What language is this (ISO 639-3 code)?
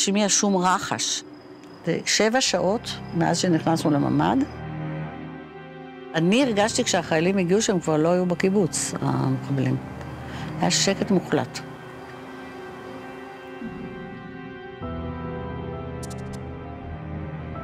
heb